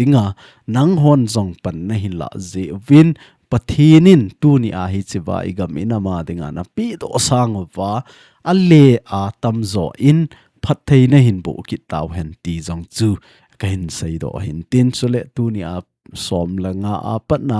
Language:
Thado Chin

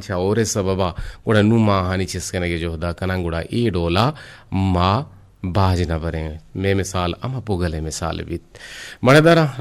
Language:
Eastern Balochi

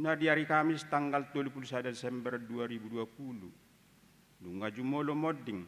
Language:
Batak Toba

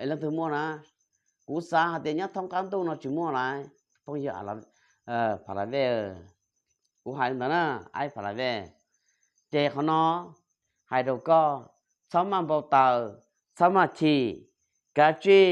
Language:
Hmong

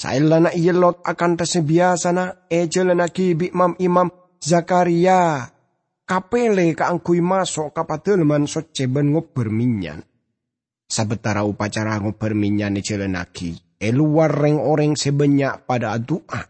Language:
Madurese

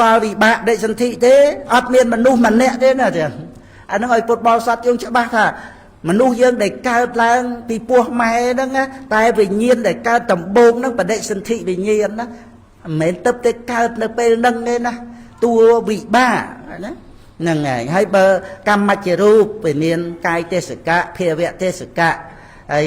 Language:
Khmer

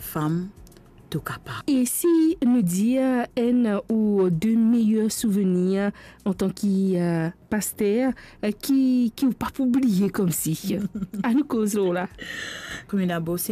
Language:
Morisyen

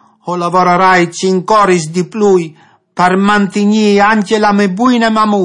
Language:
Friulian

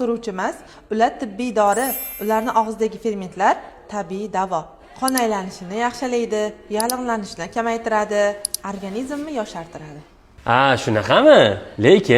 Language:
Uzbek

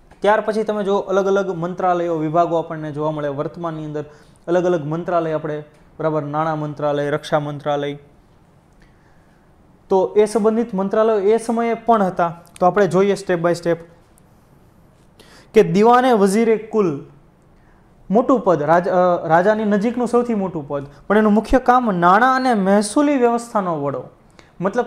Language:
Gujarati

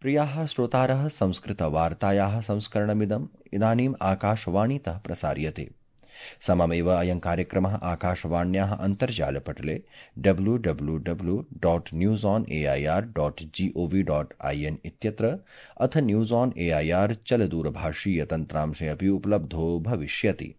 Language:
Sanskrit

